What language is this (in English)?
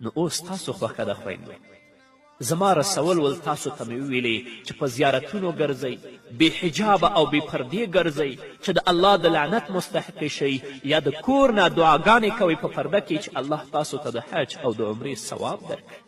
Pashto